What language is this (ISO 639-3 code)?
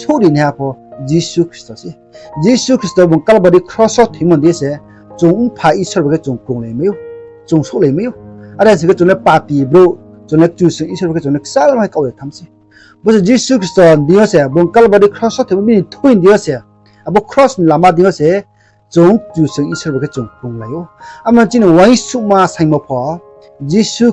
ria